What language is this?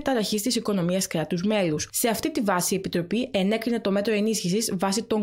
Greek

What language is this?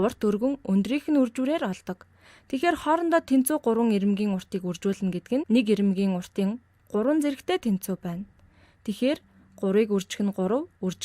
Mongolian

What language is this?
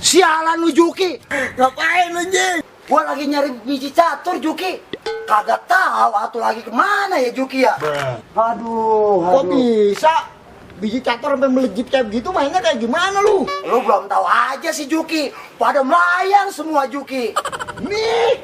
Betawi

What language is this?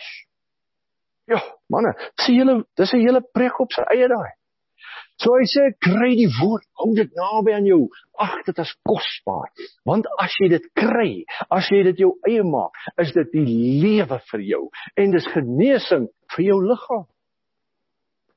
Afrikaans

